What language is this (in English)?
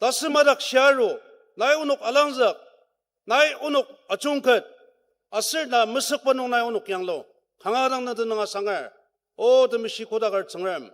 Ao Naga